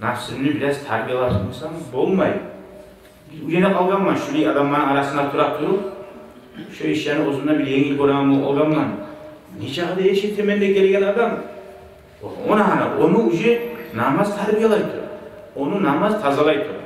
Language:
Kumyk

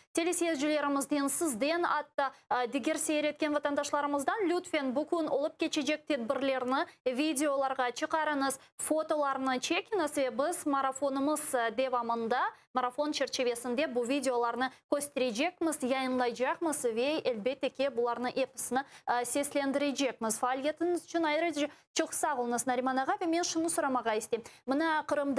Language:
Crimean Tatar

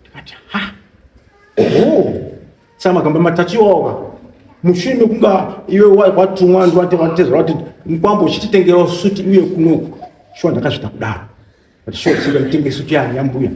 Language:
Shona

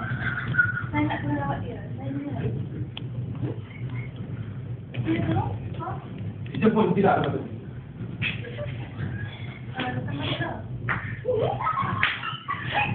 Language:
Malay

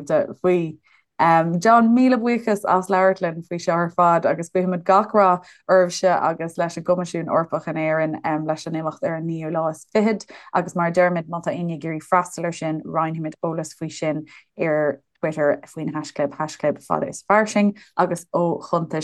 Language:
Irish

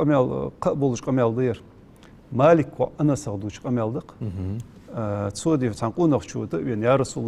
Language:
Ingush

